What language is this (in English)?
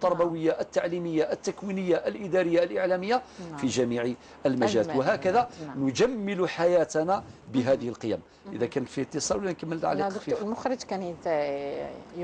Algerian Arabic